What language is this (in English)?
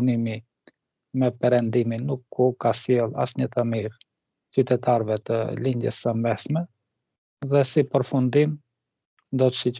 Albanian